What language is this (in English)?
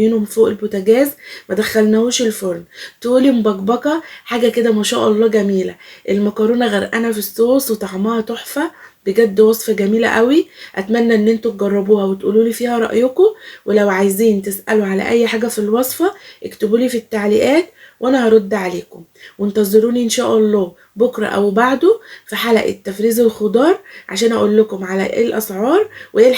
Egyptian Arabic